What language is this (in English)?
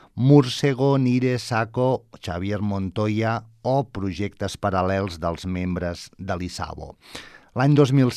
Catalan